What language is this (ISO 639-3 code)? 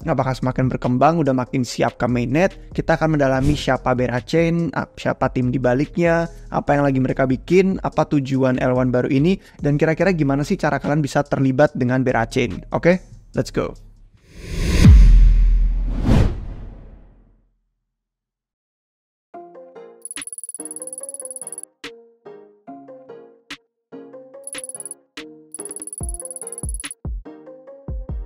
ind